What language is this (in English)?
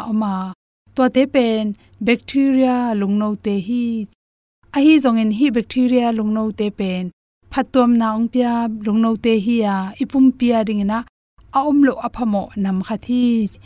Tedim Chin